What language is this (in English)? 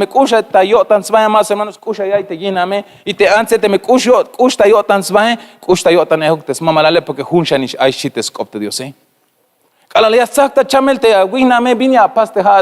Tzeltal